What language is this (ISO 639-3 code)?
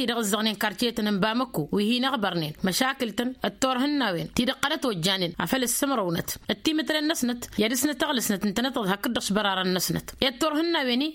taq